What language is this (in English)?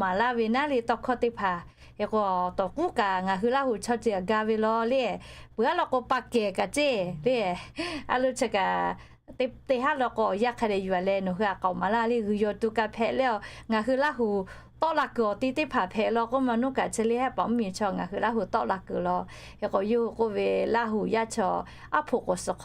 Lahu